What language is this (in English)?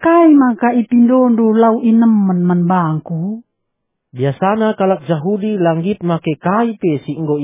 Batak Karo